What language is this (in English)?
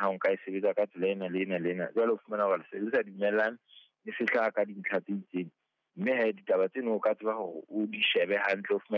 Southern Sotho